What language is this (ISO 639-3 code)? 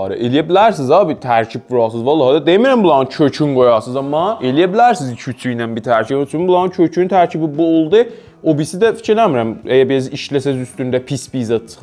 azb